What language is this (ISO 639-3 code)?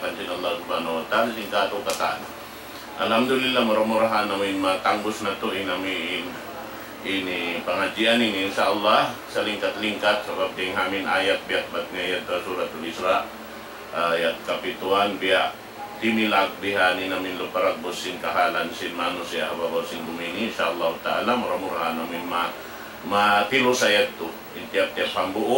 tsg